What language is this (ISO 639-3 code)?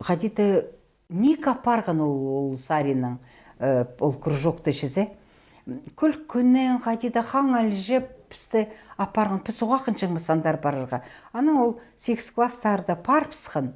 kjh